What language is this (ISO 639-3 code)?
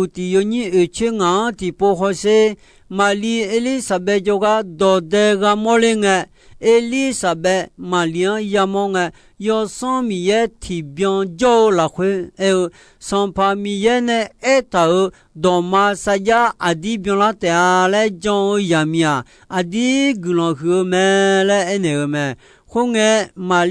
ahk